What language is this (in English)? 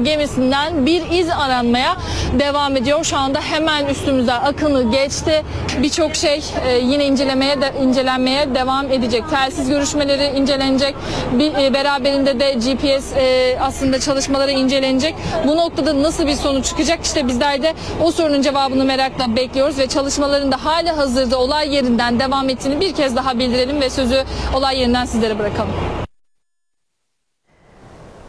Turkish